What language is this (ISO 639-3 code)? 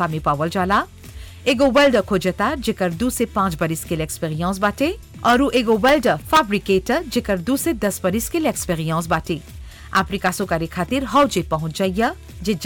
bho